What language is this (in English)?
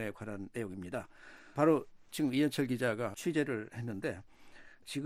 Korean